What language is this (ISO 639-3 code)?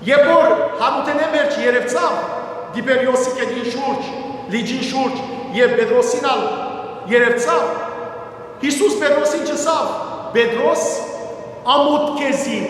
hyw